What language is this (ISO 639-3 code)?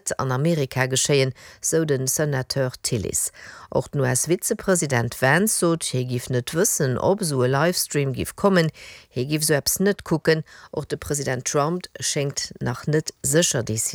ltz